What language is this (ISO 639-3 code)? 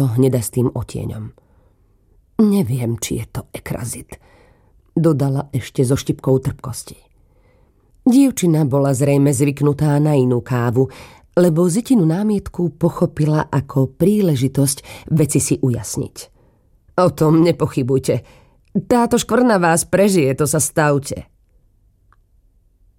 slk